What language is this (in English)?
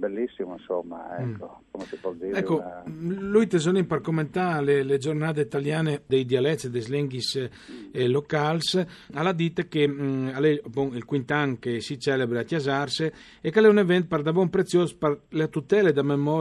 Friulian